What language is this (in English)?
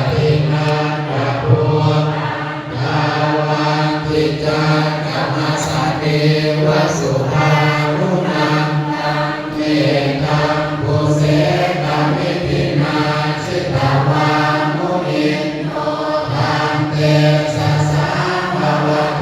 Pali